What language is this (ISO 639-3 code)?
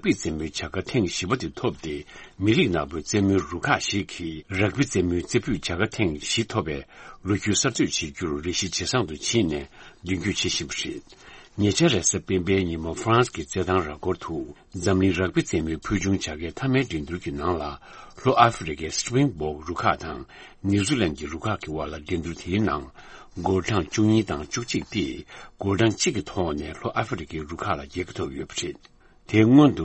bod